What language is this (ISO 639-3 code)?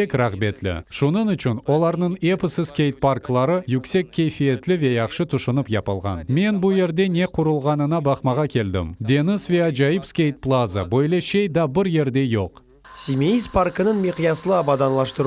crh